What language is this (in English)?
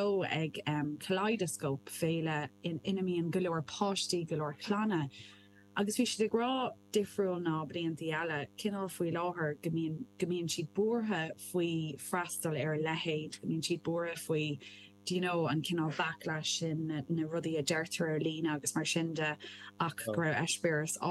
Irish